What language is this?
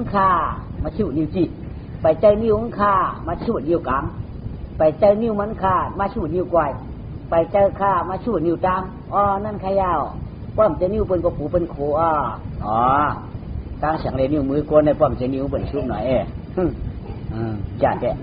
Shan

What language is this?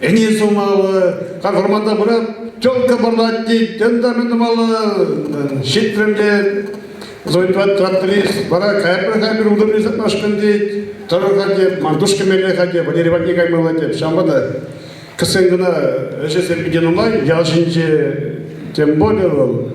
Chuvash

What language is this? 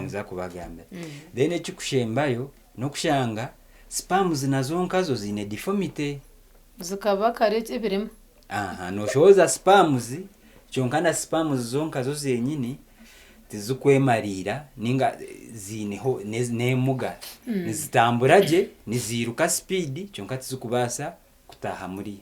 Nyankole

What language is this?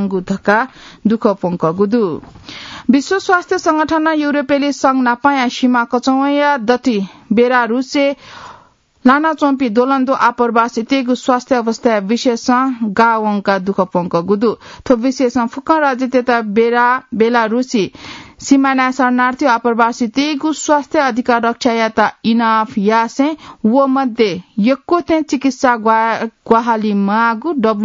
Newari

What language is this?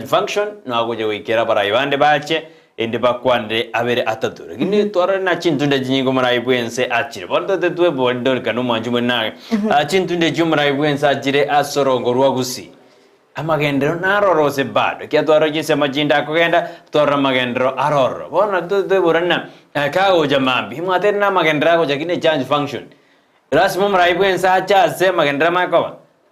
Gusii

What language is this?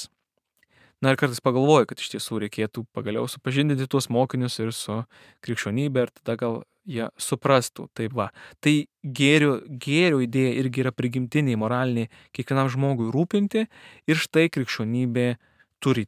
Lithuanian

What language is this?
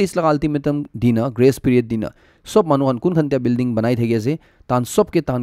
Naga Pidgin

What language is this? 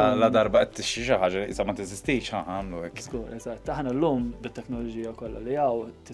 Maltese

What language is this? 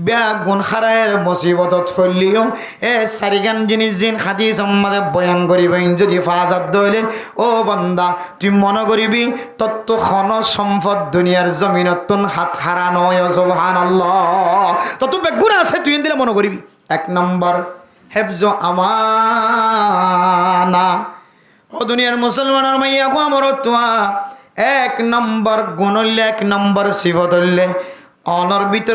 Rohingya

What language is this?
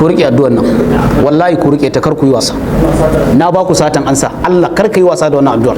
Hausa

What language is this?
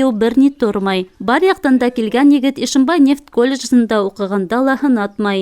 Bashkir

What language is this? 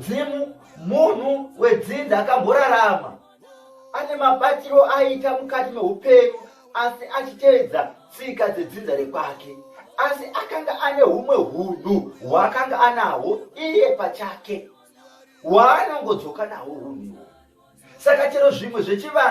Shona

